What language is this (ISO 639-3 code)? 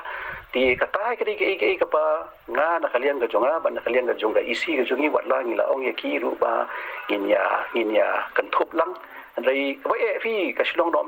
kha